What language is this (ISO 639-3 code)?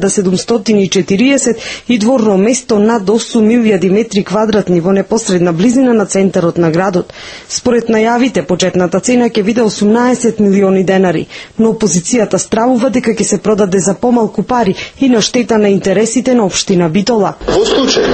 mkd